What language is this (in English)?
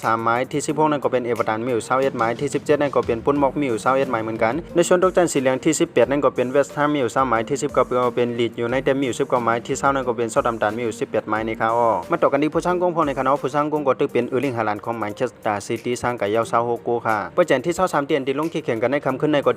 Shan